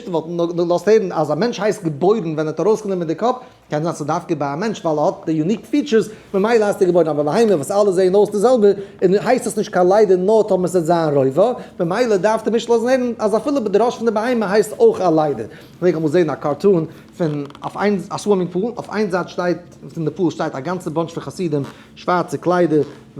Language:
Yiddish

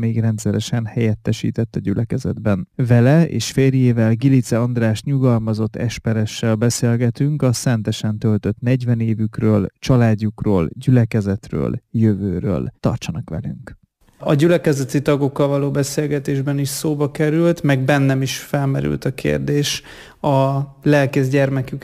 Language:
Hungarian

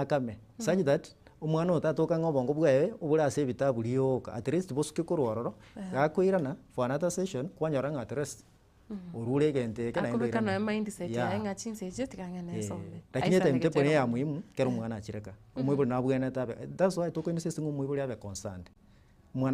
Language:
Gusii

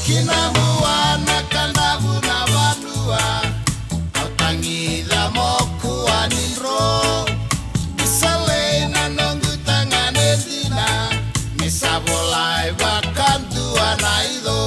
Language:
Fijian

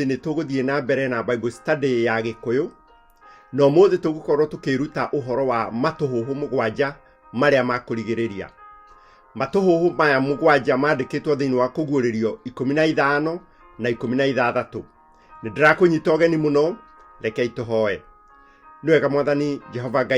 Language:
Kikuyu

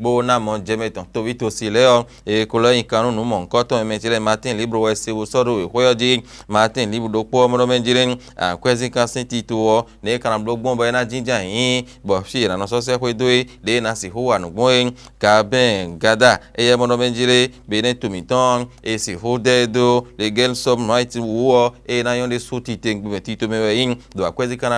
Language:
Fon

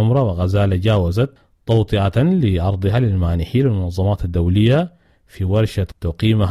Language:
Sudanese Arabic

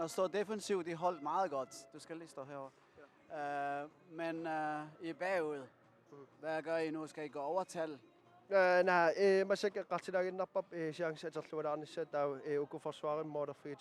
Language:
Kalaallisut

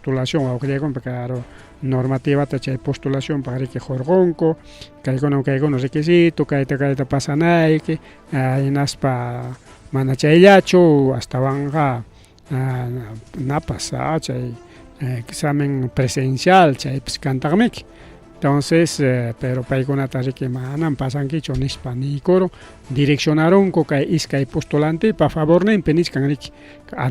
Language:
Ayacucho Quechua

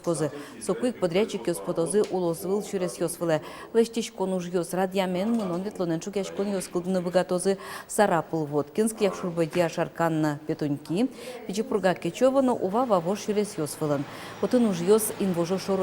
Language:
Udmurt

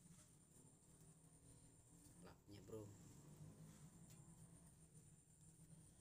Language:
Indonesian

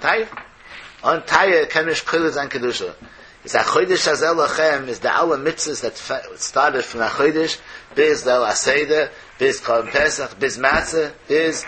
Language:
Yiddish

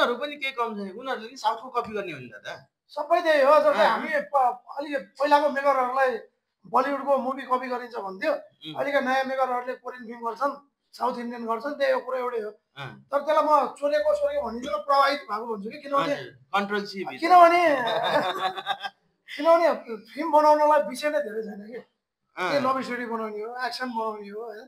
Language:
Nepali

